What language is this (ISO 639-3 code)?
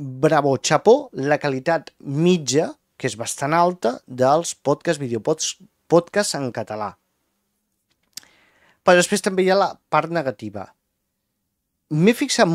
cat